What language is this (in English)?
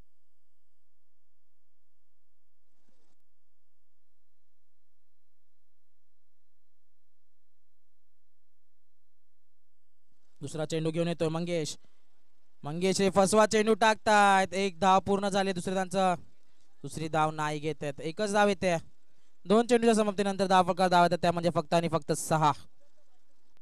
Marathi